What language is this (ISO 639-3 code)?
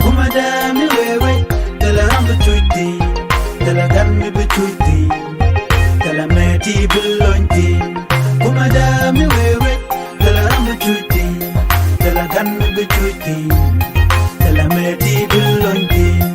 nus